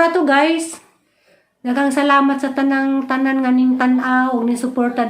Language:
Cebuano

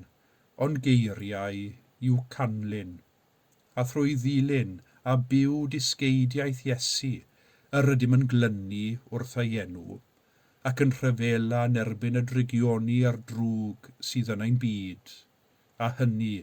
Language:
Welsh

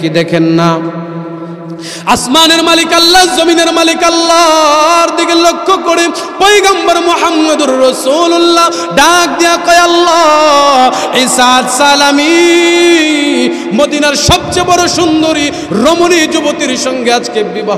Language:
Bangla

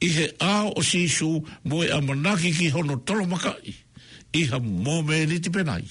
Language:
Tongan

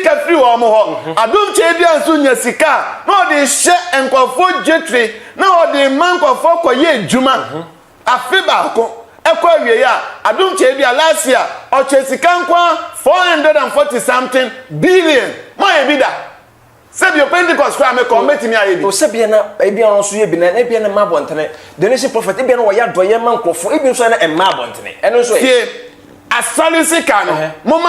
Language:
Akan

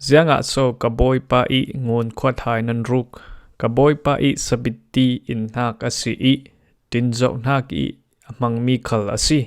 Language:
Falam Chin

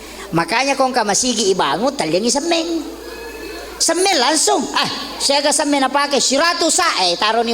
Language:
Buginese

